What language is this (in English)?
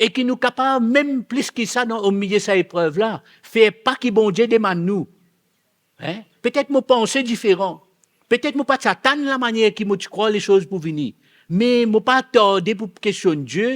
Morisyen